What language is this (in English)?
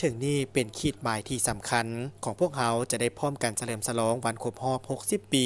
Lao